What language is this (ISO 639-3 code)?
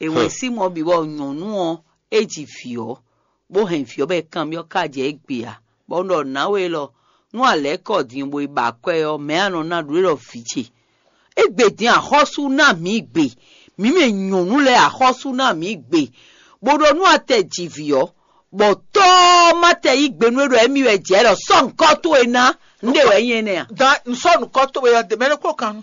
fon